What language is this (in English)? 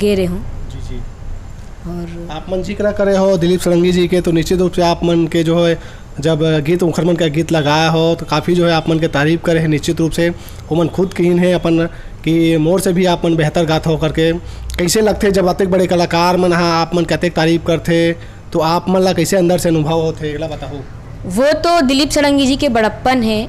Chhattisgarhi